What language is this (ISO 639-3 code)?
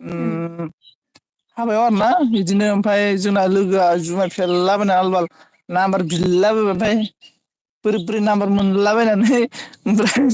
brx